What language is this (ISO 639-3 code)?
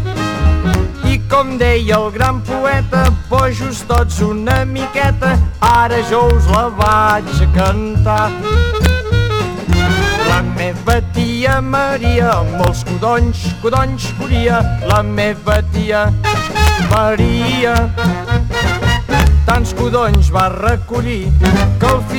cat